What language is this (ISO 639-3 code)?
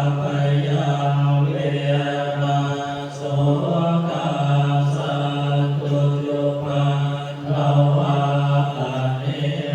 pli